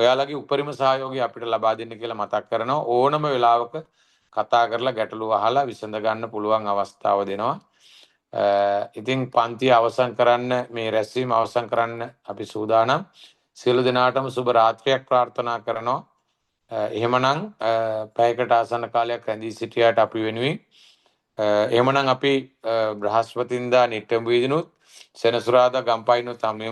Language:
Sinhala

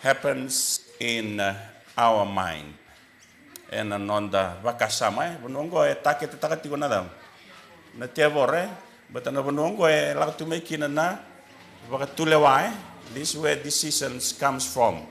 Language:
Fijian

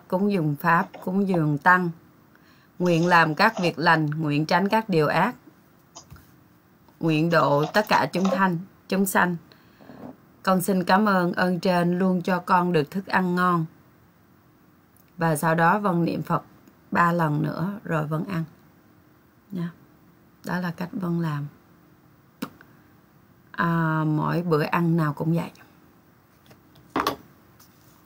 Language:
Vietnamese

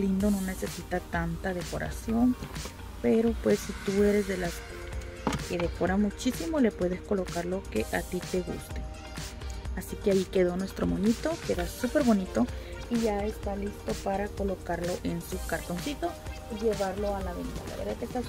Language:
Spanish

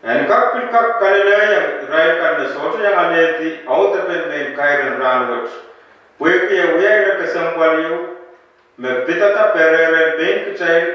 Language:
Pohnpeian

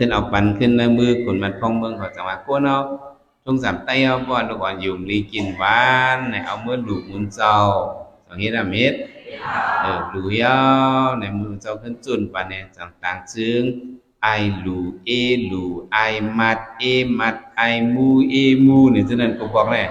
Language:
Shan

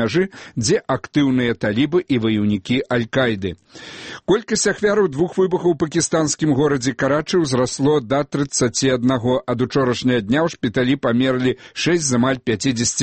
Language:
Belarusian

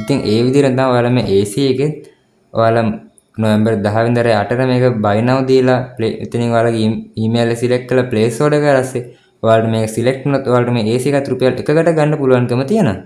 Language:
Sinhala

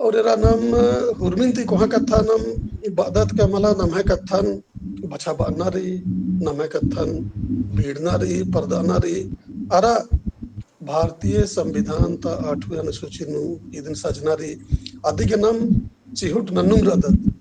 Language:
Kurukh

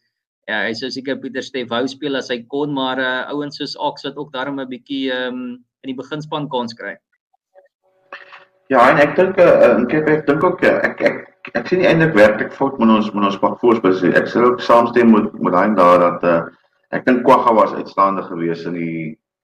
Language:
Afrikaans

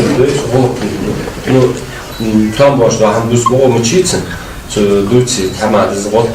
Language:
Ingush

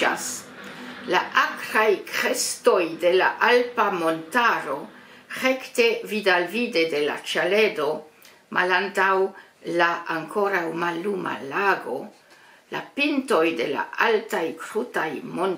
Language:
Esperanto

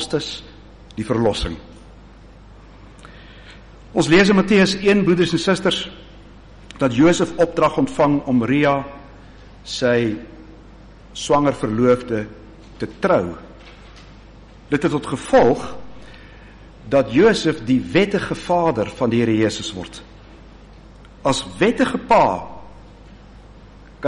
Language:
Afrikaans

